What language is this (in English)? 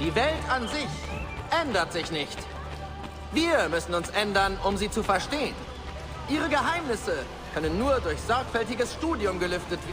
Bavarian